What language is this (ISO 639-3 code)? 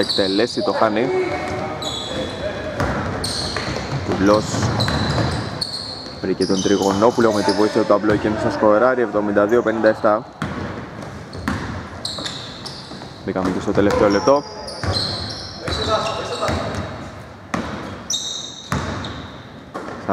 ell